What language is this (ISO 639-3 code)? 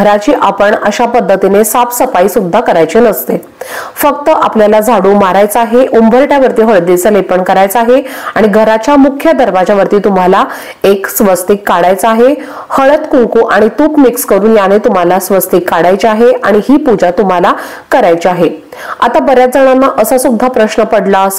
mar